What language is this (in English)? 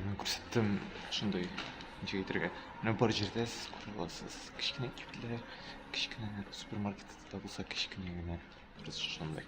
Tatar